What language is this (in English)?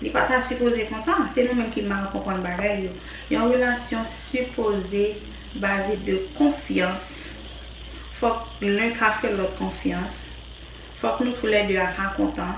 Haitian Creole